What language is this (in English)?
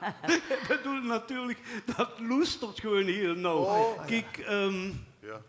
Limburgish